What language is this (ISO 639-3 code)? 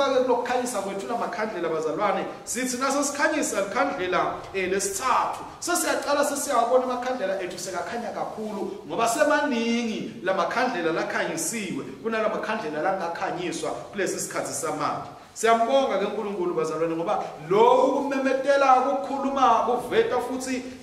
ssw